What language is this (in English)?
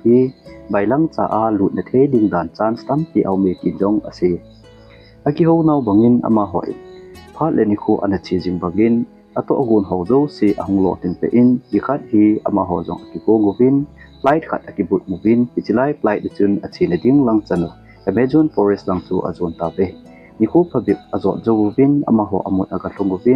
Thado Chin